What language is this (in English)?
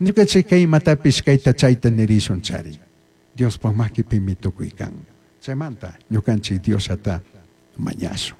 Chimborazo Highland Quichua